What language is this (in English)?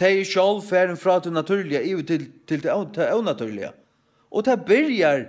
Faroese